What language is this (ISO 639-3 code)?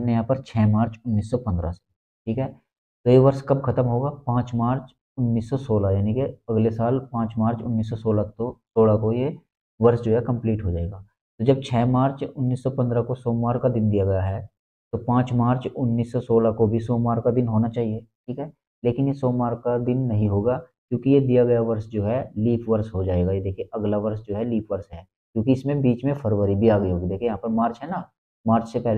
hin